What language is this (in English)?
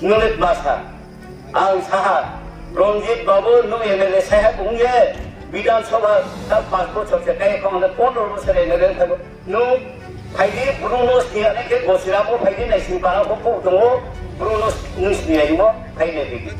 Riang (India)